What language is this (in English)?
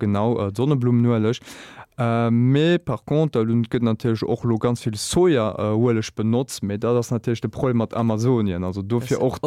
Luxembourgish